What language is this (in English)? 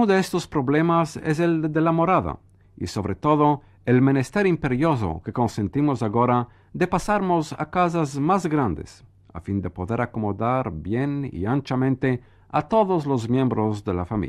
Ladino